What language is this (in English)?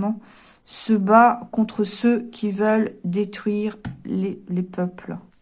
French